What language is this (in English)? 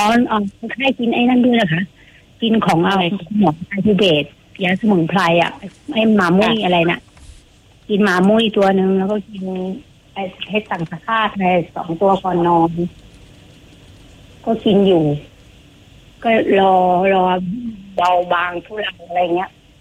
Thai